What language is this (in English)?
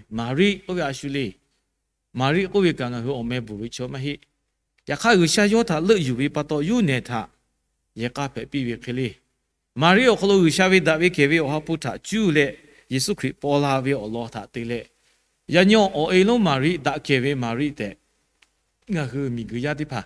Lahu